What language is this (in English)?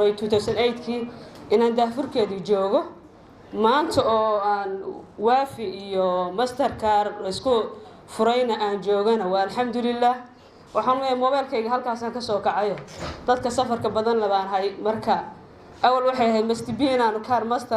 Somali